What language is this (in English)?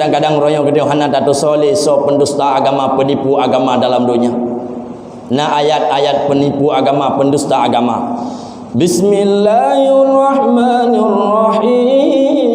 Achinese